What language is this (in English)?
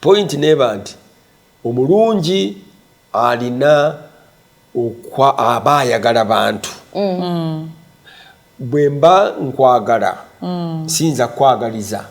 Ganda